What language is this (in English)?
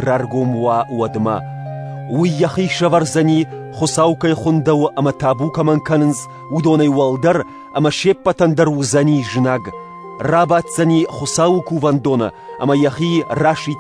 Ossetic